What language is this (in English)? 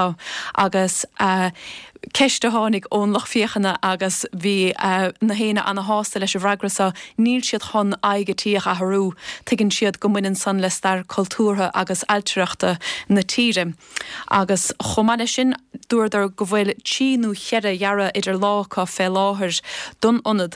Irish